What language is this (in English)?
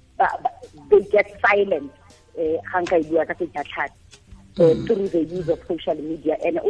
Tswana